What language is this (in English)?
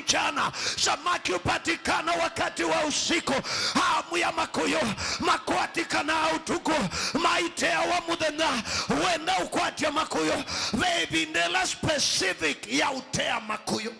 Kamba